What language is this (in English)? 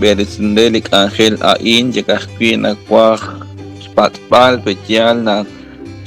Kekchí